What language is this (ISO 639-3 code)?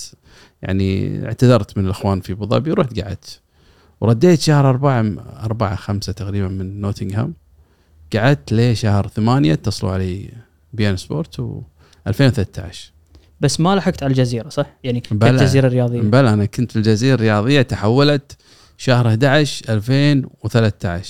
afb